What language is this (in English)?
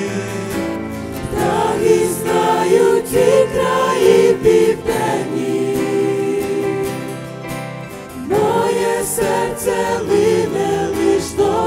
Ukrainian